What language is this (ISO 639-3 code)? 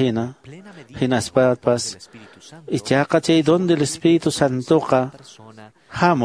que